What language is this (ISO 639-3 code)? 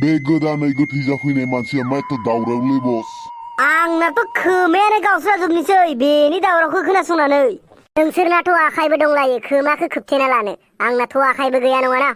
brx